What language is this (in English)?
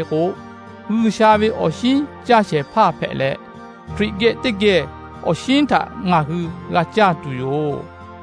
Lahu